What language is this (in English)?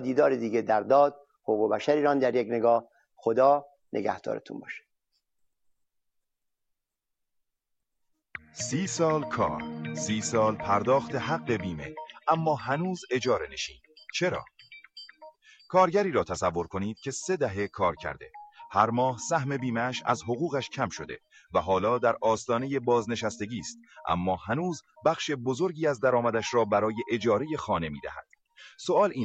Persian